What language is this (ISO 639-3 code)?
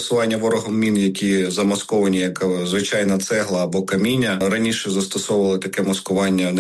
ukr